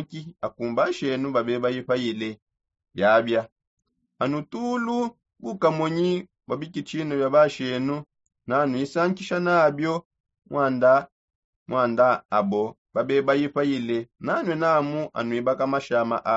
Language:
Songe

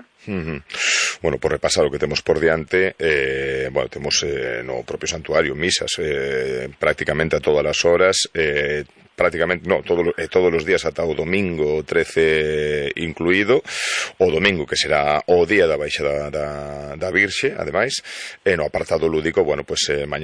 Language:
Galician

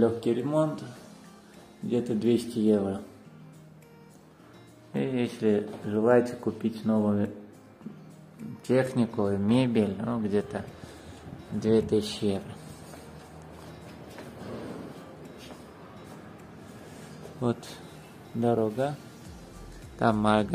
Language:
Russian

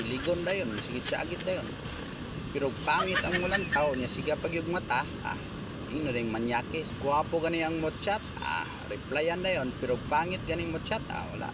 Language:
Cebuano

